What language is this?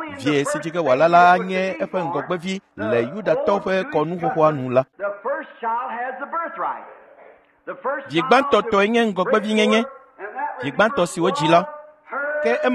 Ewe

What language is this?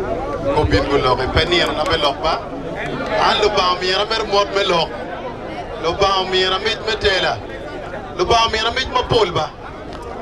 Acoli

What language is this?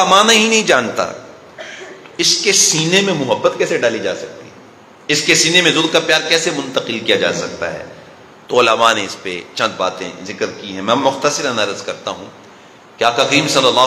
Urdu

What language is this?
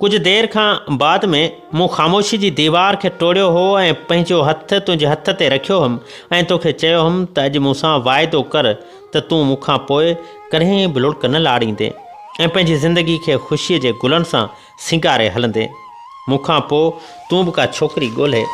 Sindhi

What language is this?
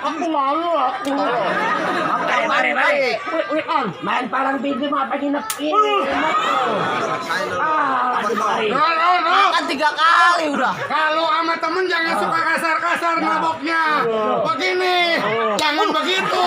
Betawi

